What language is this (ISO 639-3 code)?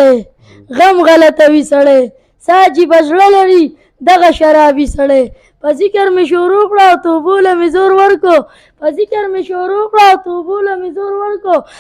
pus